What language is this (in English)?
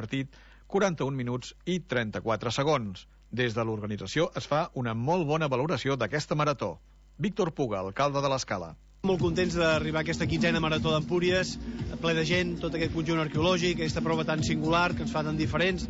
Catalan